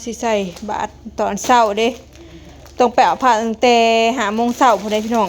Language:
Northeastern Thai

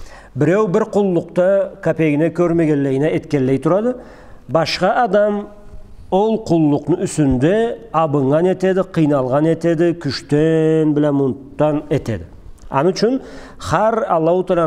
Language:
Karachay-Balkar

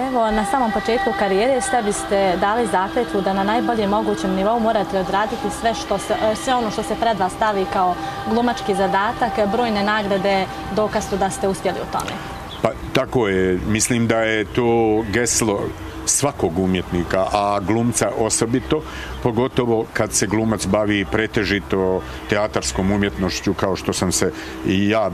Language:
Bosnian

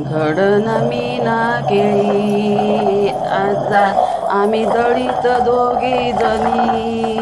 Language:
Konkani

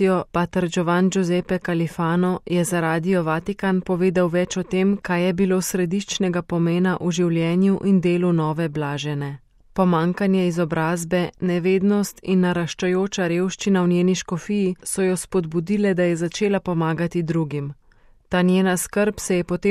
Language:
Slovenian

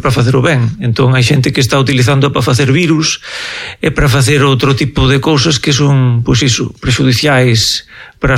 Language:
Galician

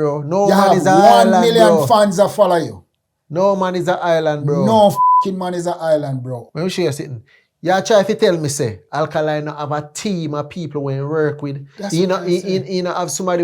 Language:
Jamaican Creole English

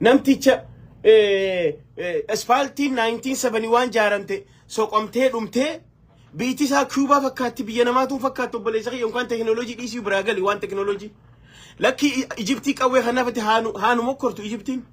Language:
Oromo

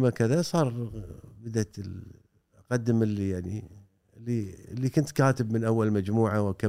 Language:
Gulf Arabic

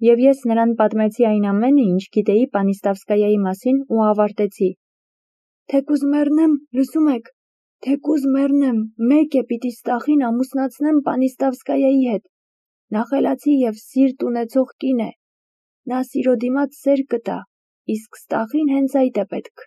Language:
Armenian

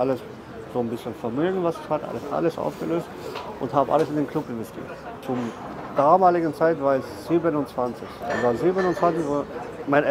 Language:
German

